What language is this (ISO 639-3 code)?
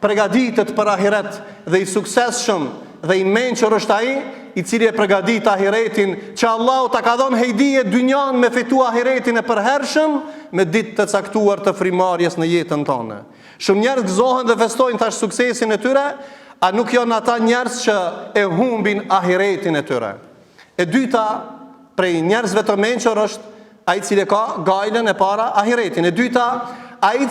sqi